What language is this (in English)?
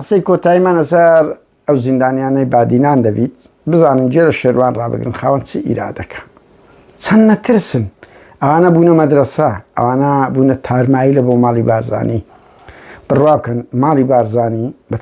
Central Kurdish